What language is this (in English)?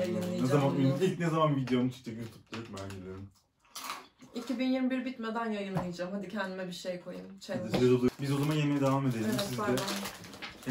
Turkish